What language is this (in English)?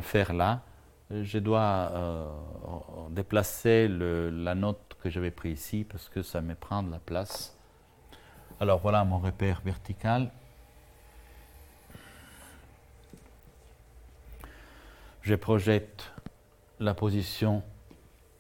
French